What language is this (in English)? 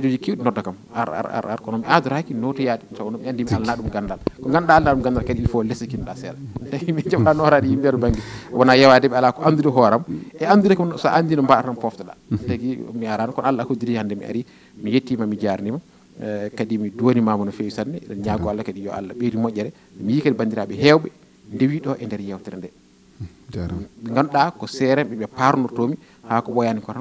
Fula